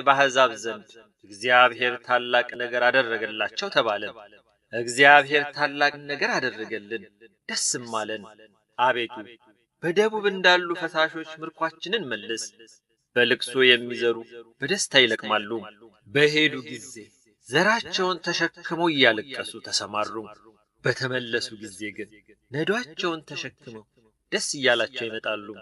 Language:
Amharic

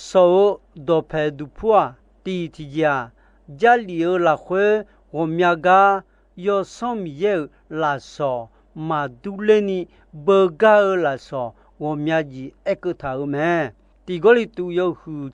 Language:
Akha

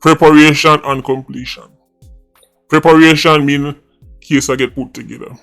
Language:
Jamaican Creole English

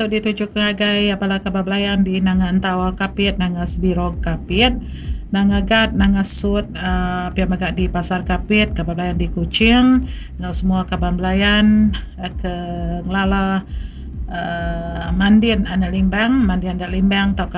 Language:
Iban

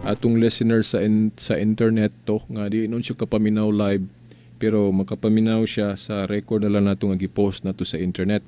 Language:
Cebuano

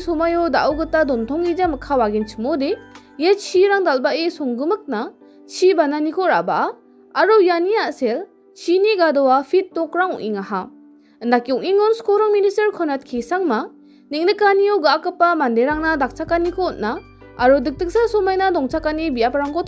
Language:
Garo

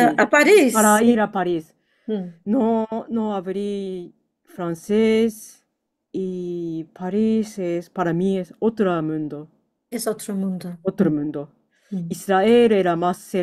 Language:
Ladino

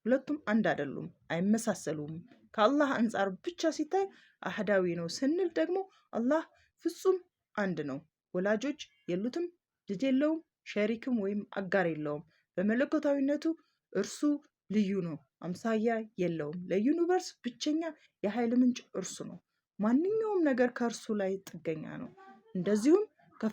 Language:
Amharic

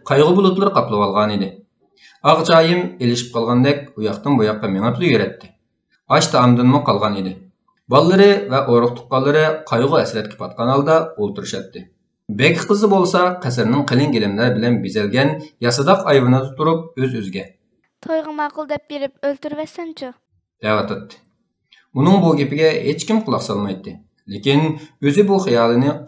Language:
Uyghur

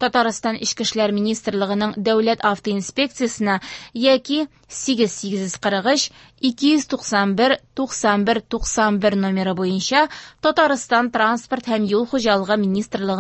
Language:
Tatar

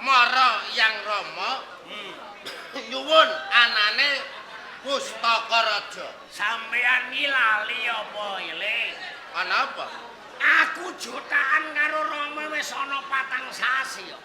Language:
Javanese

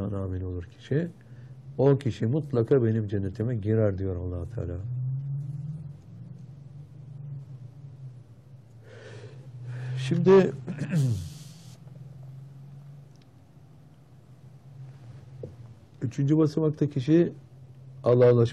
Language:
Turkish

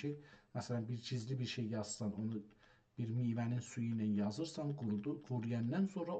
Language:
South Azerbaijani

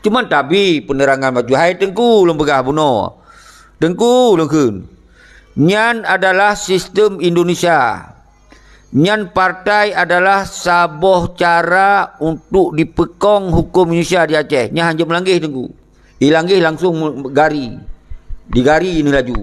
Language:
Achinese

